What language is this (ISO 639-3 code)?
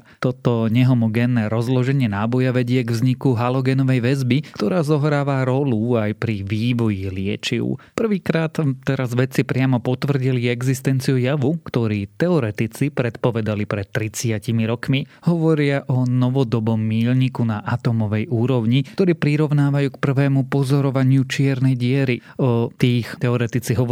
slk